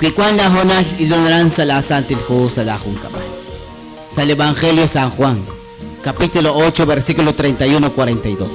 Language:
Kekchí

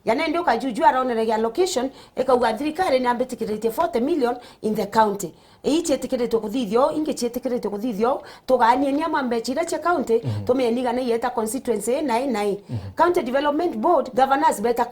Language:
Meru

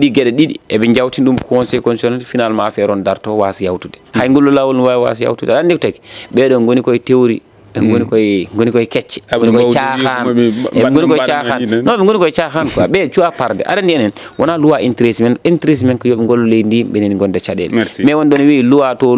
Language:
Fula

